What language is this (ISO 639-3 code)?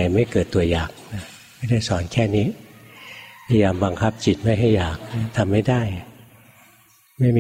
tha